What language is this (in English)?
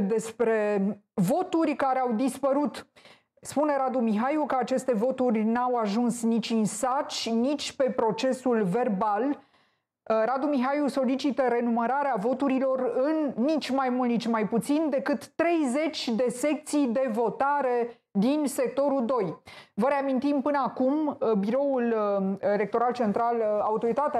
Romanian